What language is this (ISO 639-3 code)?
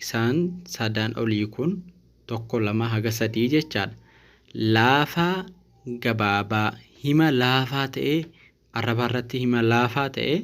orm